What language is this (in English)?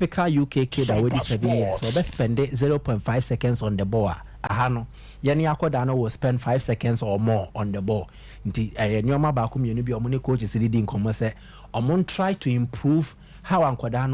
Akan